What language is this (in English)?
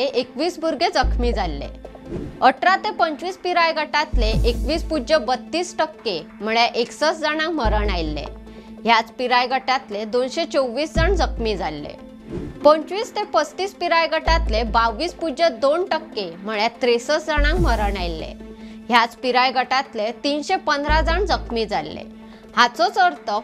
Konkani